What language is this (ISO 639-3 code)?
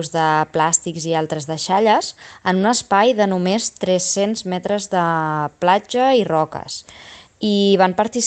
cat